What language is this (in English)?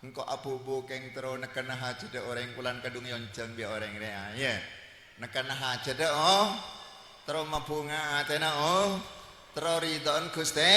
Madurese